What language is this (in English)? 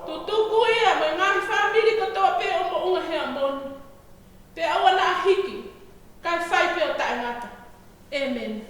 Tongan